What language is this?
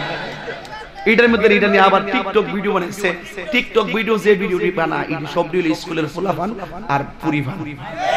Bangla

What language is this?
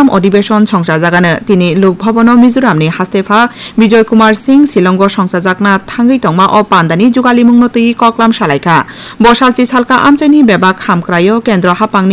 Kok Borok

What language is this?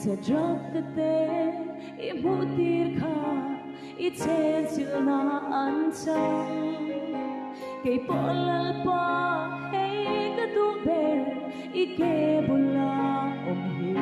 Hmar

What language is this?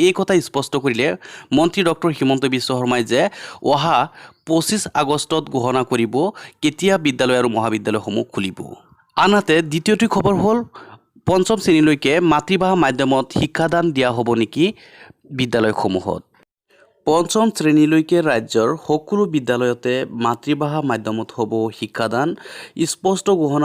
Assamese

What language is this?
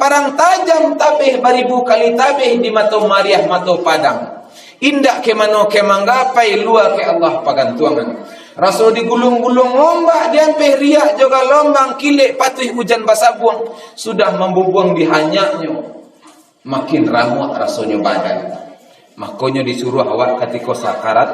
Minangkabau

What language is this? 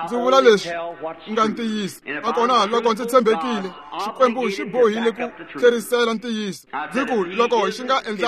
Tsonga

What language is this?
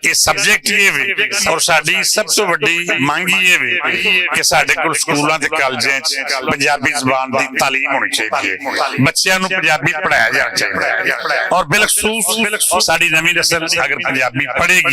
Western Panjabi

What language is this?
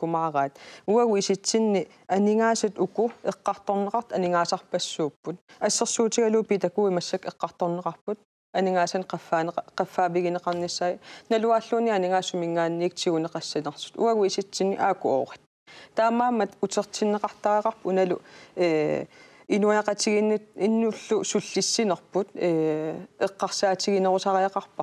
Kalaallisut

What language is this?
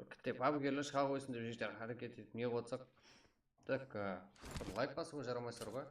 Kara-Kalpak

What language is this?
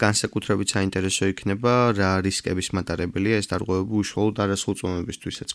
Georgian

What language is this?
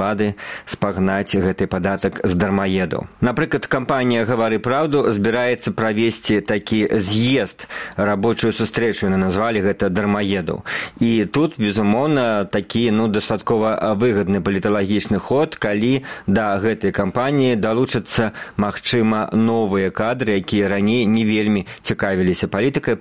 Belarusian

